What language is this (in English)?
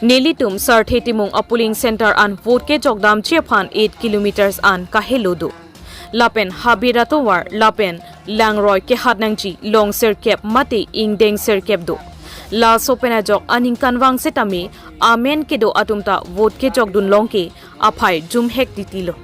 Karbi